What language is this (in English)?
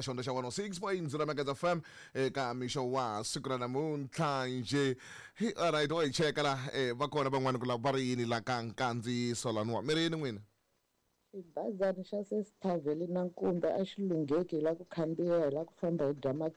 Tsonga